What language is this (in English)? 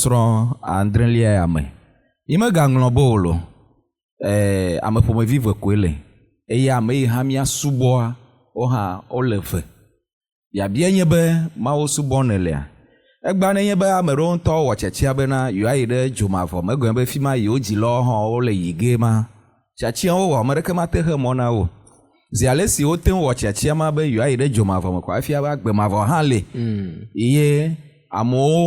Ewe